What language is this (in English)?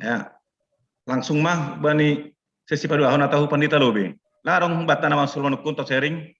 Batak Simalungun